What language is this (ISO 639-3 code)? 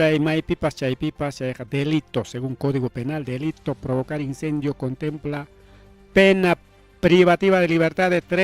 quy